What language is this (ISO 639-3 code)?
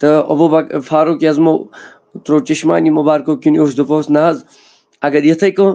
kas